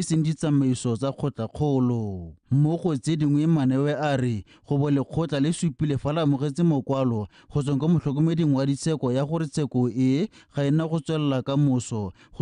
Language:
Tswana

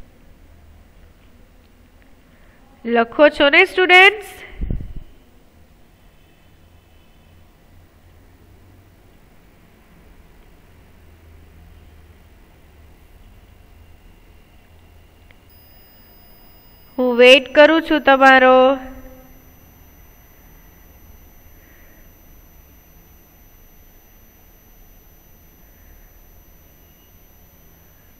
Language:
Gujarati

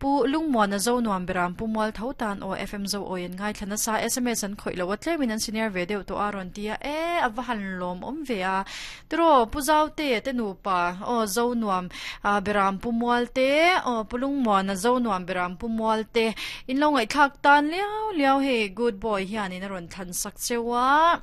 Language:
Mizo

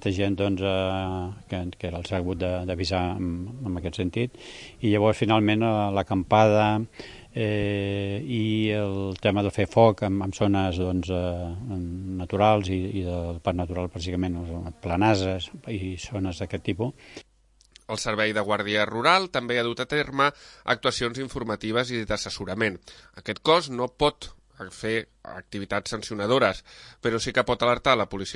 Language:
Catalan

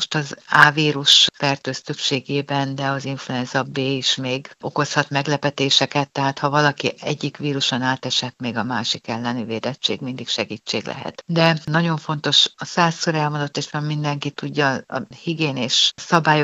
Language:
Hungarian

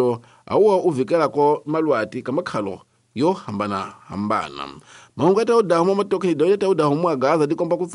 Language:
Tsonga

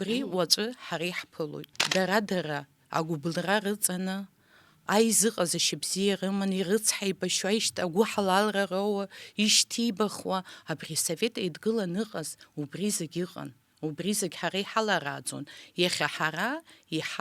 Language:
Abkhazian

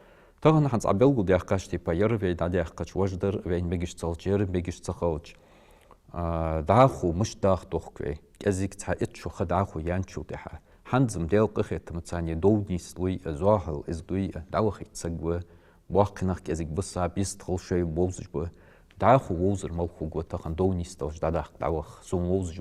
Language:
Ingush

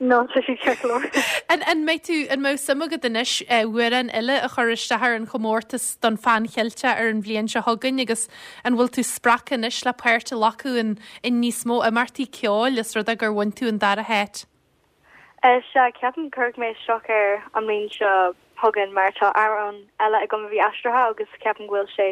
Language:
Irish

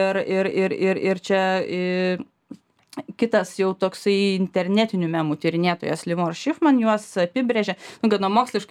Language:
Lithuanian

